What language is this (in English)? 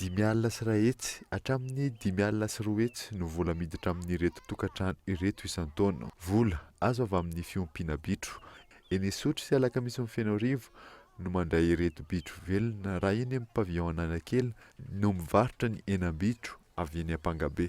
Malagasy